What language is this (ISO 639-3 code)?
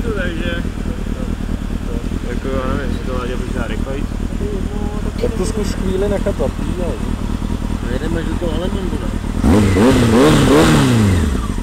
ces